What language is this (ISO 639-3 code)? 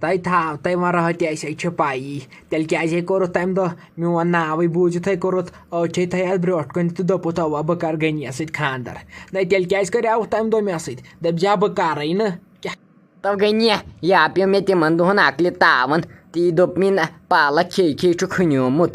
kas